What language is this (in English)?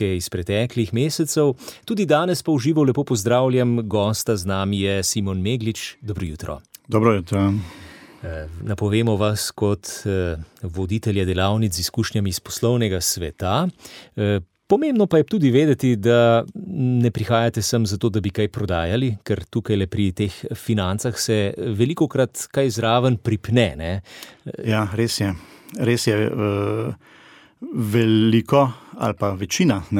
Slovenian